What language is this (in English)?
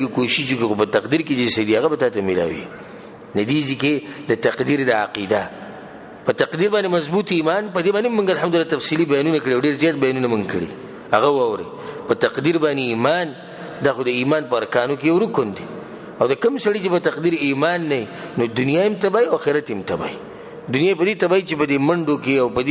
Pashto